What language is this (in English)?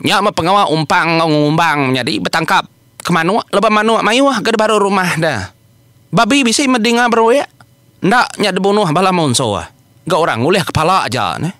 Iban